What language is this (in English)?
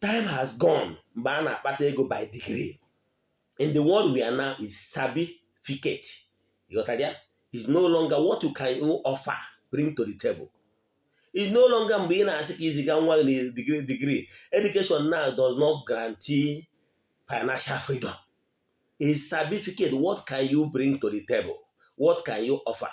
Igbo